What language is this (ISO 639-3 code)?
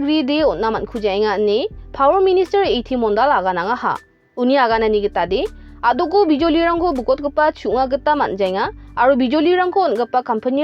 grt